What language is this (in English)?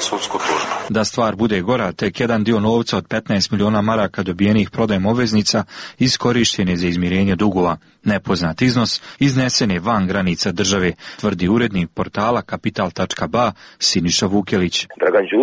Serbian